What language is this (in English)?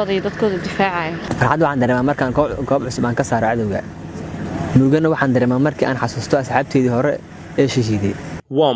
Somali